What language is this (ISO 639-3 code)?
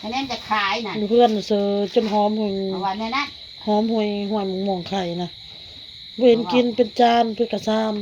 tts